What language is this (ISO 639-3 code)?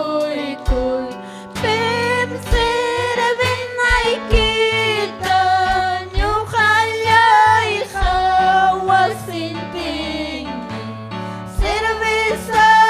quy